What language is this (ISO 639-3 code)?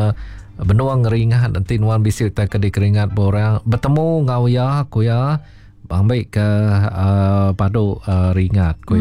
iba